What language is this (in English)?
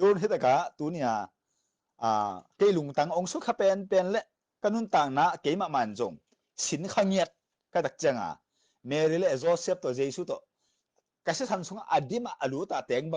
Tedim Chin